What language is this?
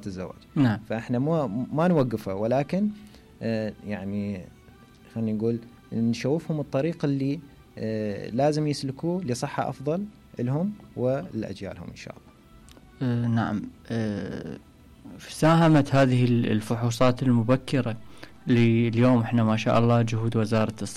Mesopotamian Arabic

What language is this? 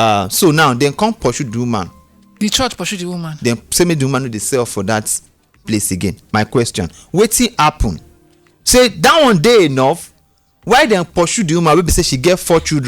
Nigerian Pidgin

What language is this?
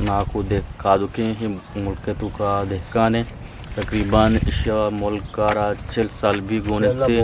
Eastern Balochi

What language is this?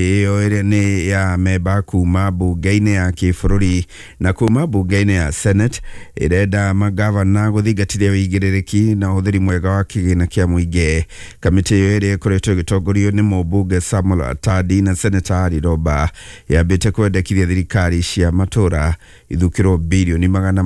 Kikuyu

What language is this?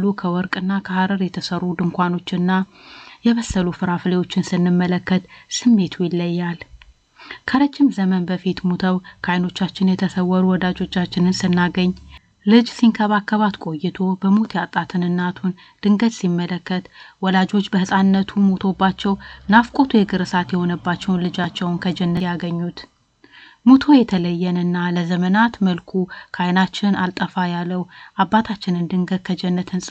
Amharic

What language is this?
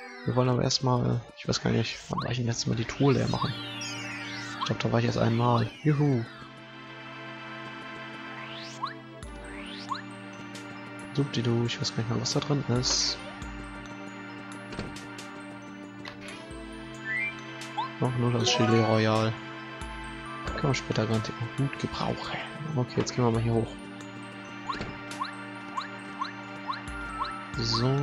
German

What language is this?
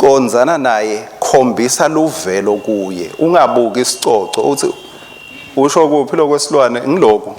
Swati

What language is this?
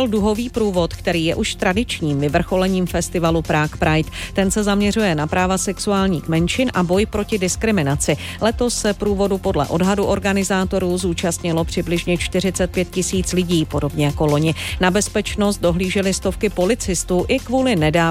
Czech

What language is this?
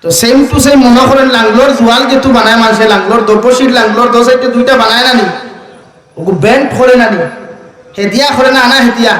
Sylheti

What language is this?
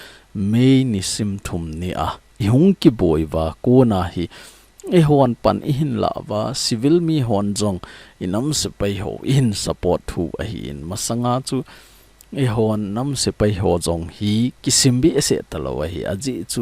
Thado Chin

